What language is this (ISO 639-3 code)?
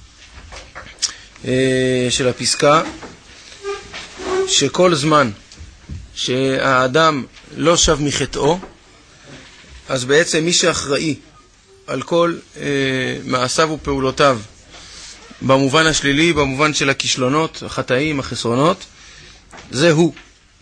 heb